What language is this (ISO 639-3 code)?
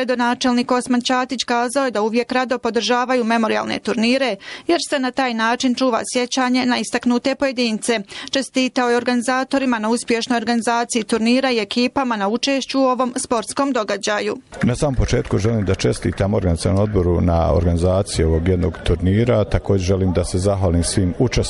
bos